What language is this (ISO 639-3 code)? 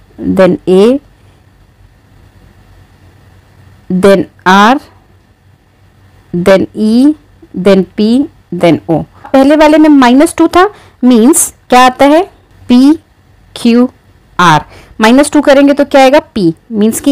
hin